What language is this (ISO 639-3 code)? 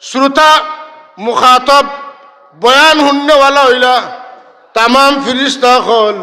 syl